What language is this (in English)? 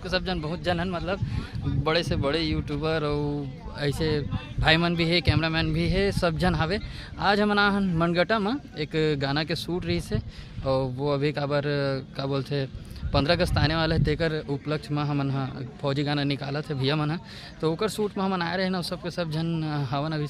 Chhattisgarhi